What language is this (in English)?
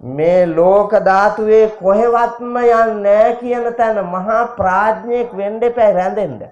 Sinhala